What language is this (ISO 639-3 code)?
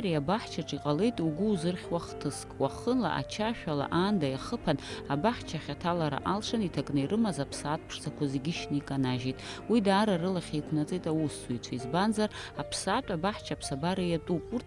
abk